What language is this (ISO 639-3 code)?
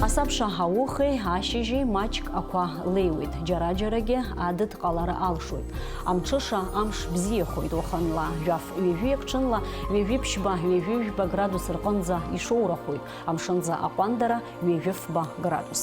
abk